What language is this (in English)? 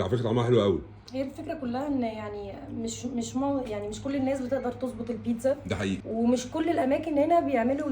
Egyptian Arabic